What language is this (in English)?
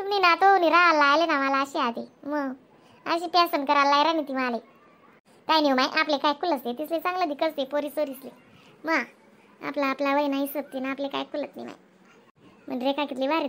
Khandesi